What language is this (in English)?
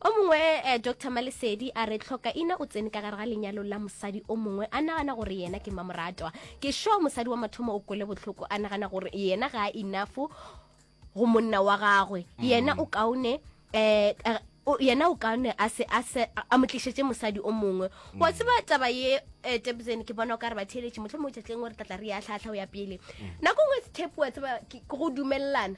Northern Sotho